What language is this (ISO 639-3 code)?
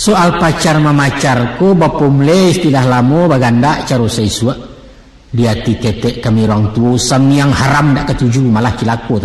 min